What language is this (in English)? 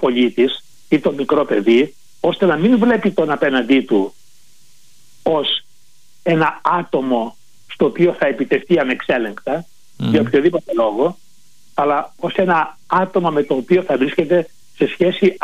Greek